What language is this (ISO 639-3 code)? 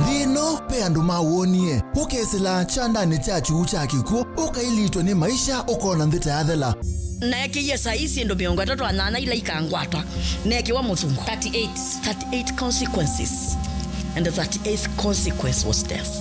kam